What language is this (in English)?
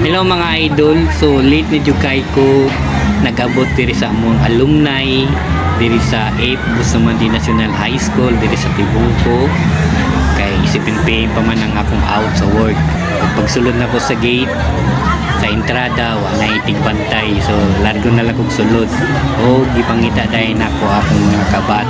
Cebuano